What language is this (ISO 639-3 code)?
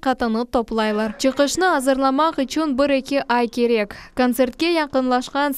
crh